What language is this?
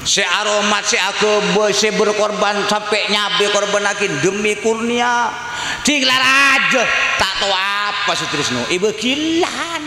Madurese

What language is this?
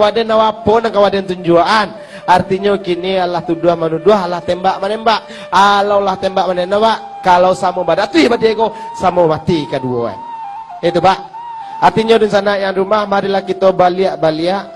Minangkabau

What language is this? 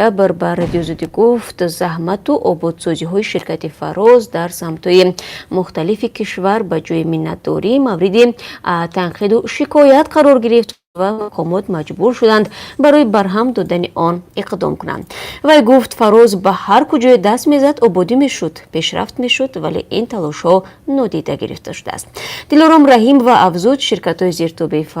Tajik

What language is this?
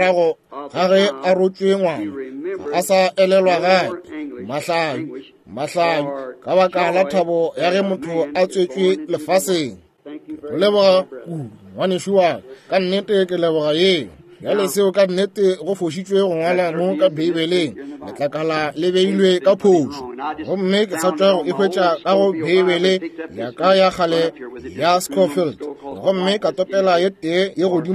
Northern Sotho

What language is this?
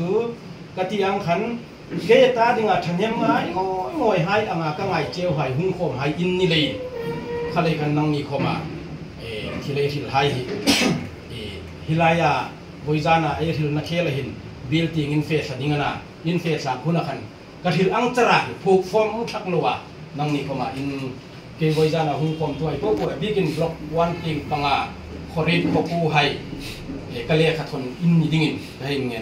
Hmar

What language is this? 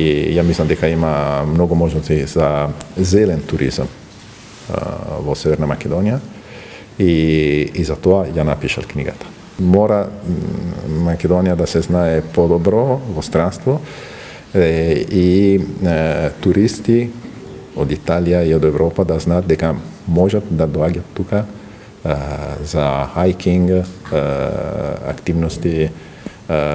Macedonian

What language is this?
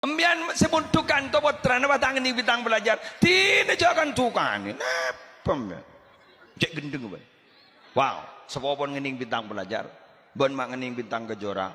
Madurese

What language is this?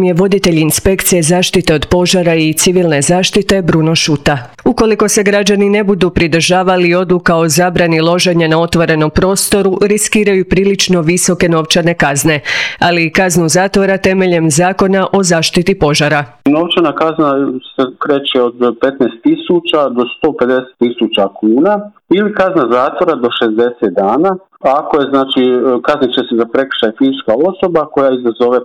Croatian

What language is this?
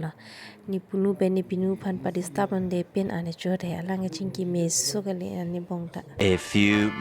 Karbi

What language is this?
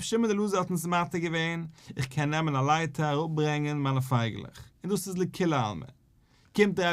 Yiddish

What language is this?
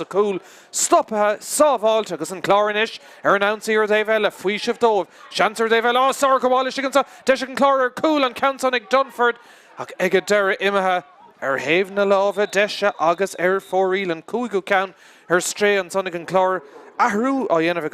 Irish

